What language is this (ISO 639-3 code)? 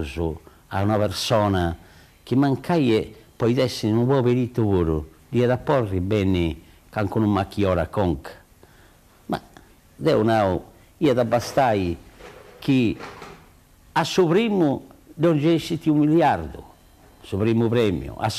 srd